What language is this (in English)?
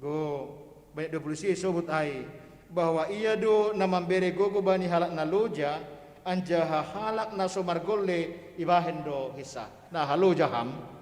Batak Simalungun